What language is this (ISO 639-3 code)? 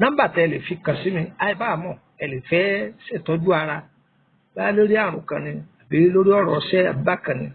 yor